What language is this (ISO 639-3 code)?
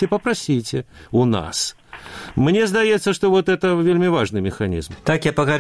bel